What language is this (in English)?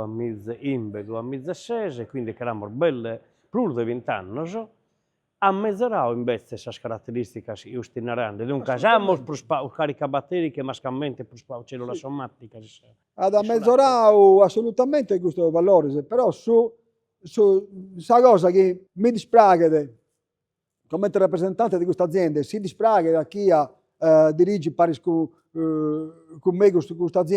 Sardinian